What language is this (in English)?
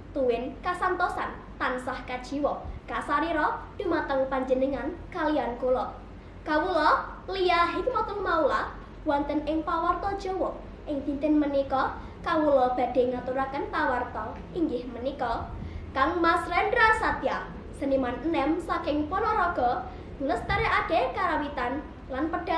Javanese